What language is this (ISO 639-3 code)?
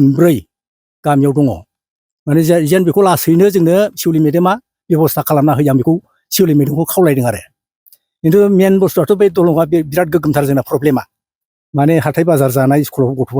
brx